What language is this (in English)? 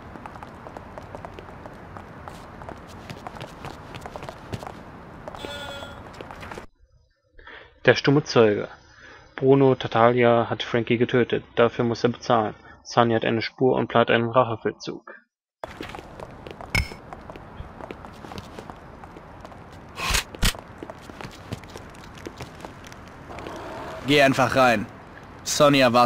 German